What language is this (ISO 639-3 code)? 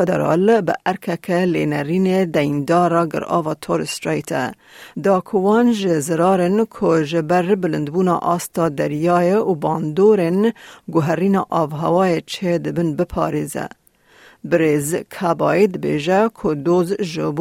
kur